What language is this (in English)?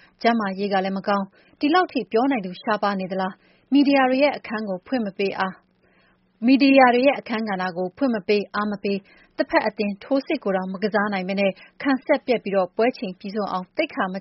Burmese